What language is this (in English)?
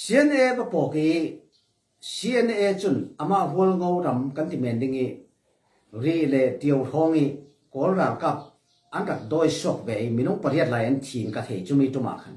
Hakha Chin